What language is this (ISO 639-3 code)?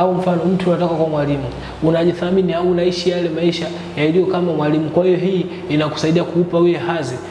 swa